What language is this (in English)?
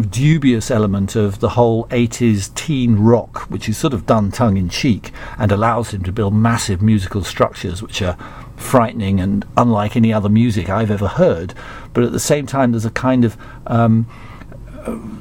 English